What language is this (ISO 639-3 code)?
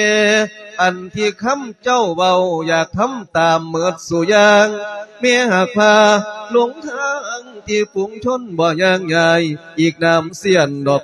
lao